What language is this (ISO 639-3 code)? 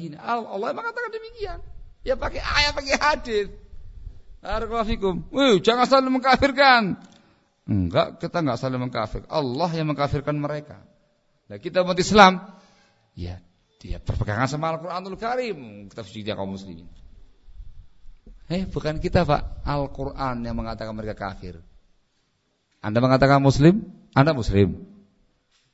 ind